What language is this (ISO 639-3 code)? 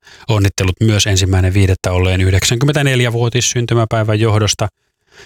fin